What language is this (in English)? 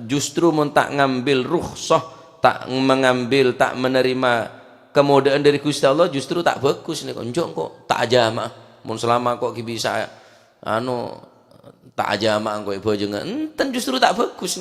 Madurese